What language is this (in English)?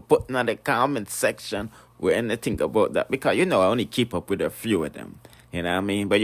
Jamaican Creole English